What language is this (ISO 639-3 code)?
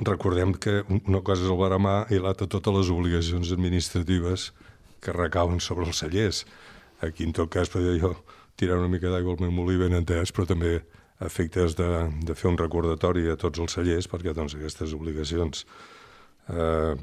cat